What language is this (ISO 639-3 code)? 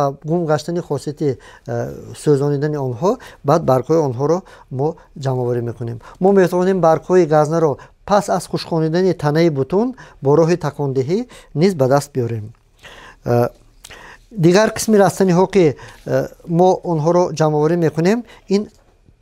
tgk